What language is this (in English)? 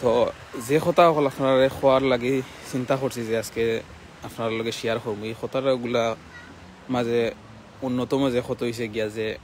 Sylheti